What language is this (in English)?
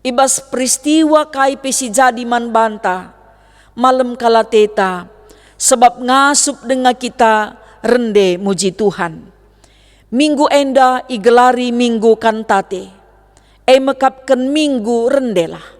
Batak Karo